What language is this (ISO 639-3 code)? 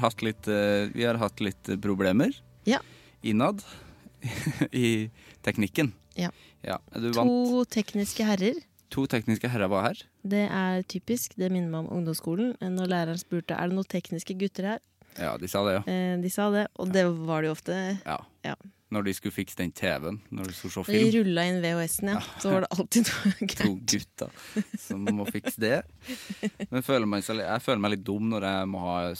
nor